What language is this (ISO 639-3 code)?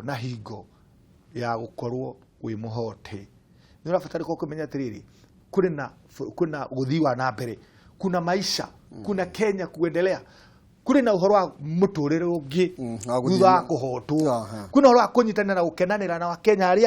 kik